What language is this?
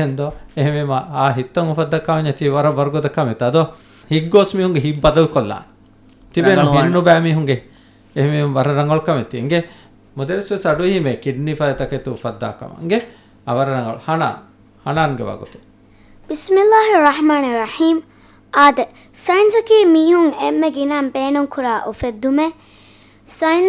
Divehi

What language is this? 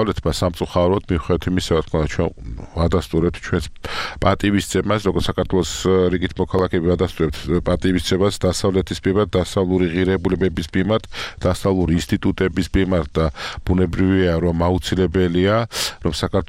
Georgian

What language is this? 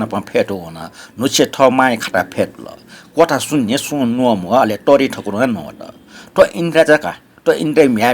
Newari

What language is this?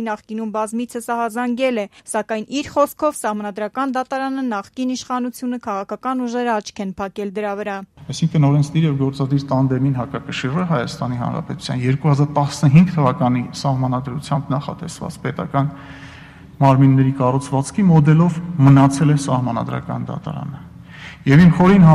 Armenian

